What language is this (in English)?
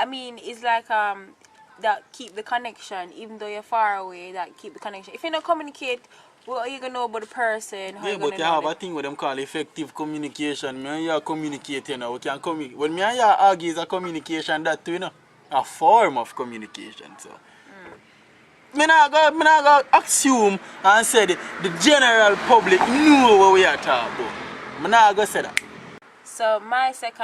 Jamaican Creole English